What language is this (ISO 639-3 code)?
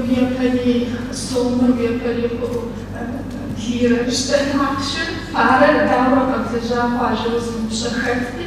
kbd